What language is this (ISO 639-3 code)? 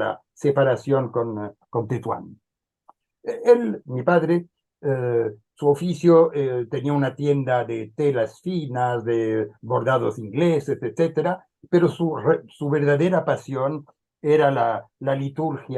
lad